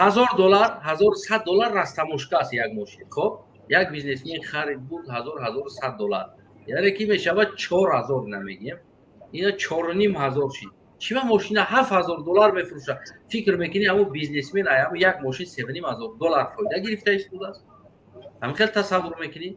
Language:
Tajik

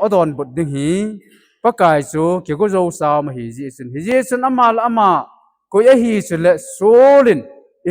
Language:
Thado Chin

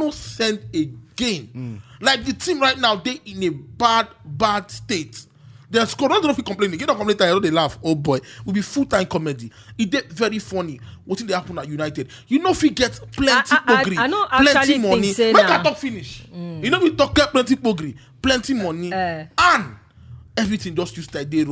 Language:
Nigerian Pidgin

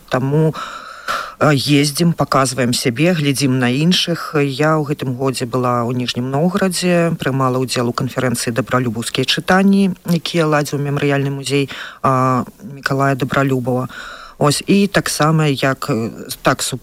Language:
Belarusian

